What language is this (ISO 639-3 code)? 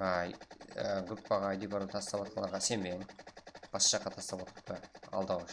kaa